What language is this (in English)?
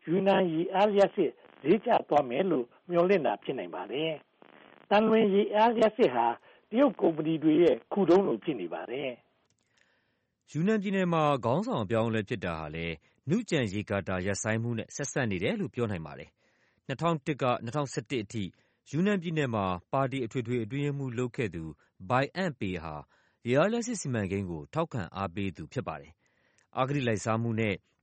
Burmese